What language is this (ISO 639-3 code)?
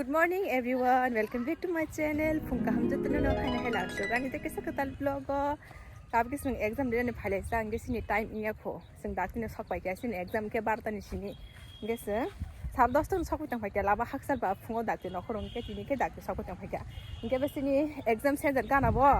trp